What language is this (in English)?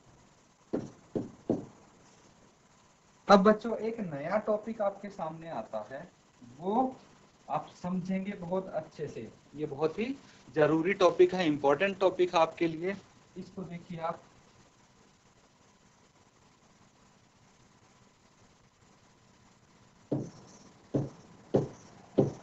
Hindi